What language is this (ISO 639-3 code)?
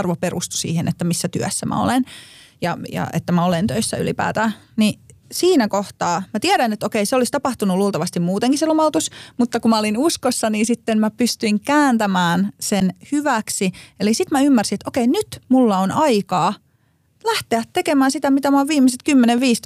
fin